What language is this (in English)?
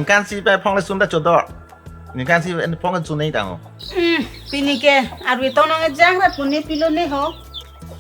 Karbi